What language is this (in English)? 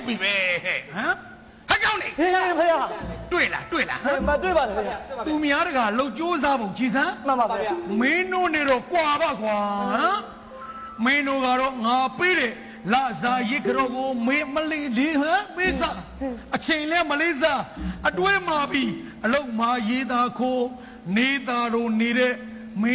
Burmese